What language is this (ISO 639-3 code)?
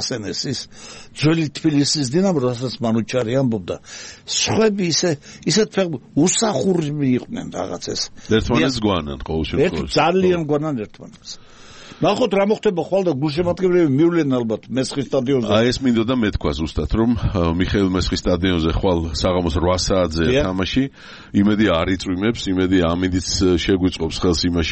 kat